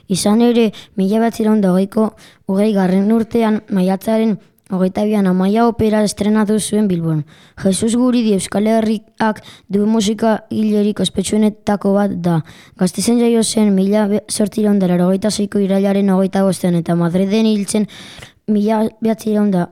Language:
Basque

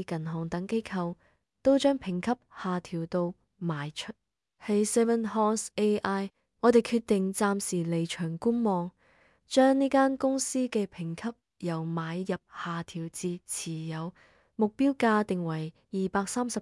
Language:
Cantonese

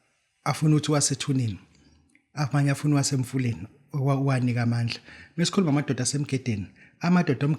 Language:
Zulu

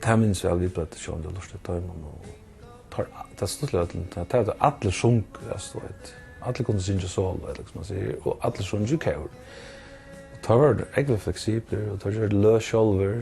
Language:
Faroese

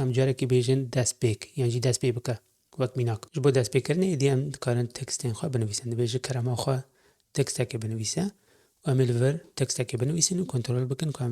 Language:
Kurdish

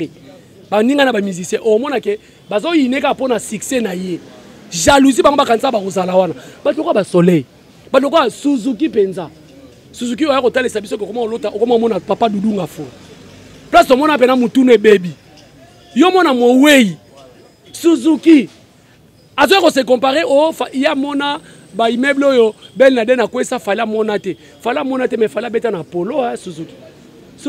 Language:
Lingala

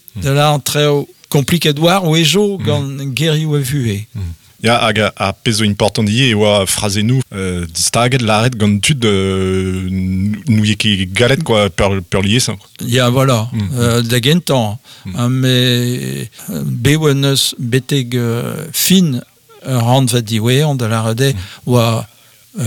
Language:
Breton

